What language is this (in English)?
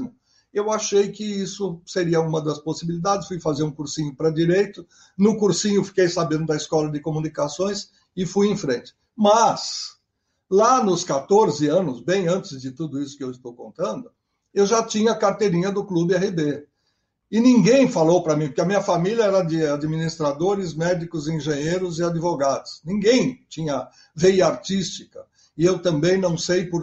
Portuguese